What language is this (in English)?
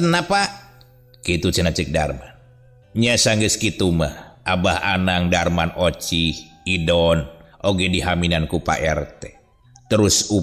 Sundanese